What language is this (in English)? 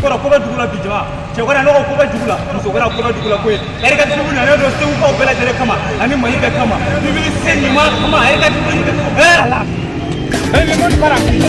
Bambara